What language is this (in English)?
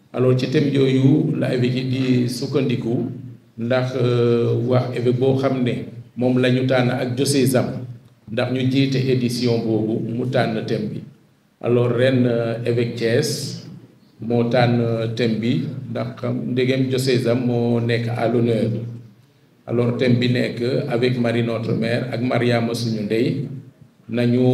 Wolof